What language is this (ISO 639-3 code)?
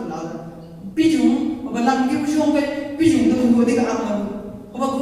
nbc